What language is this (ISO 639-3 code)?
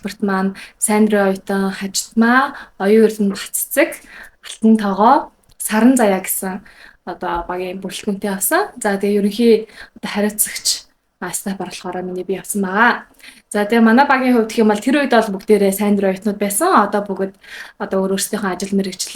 mon